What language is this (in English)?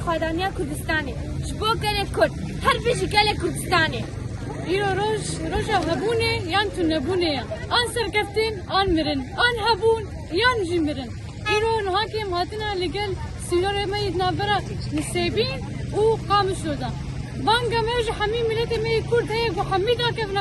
Kurdish